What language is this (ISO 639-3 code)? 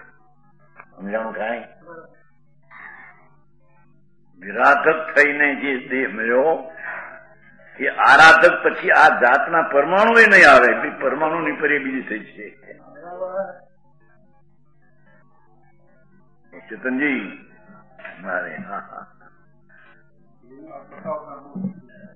guj